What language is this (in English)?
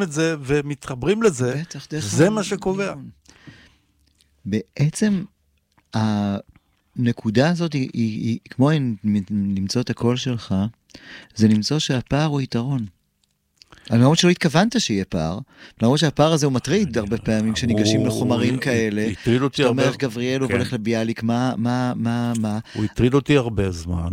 Hebrew